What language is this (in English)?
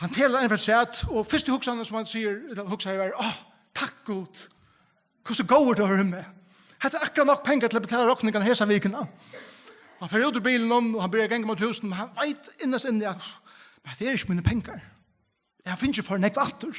Faroese